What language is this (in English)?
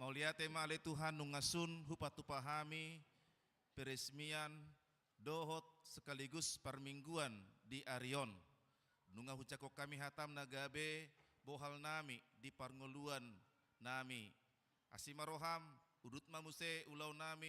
Batak Toba